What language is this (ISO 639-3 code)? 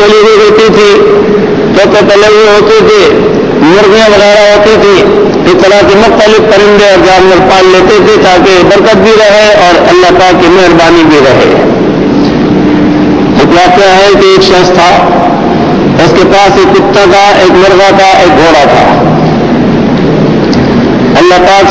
urd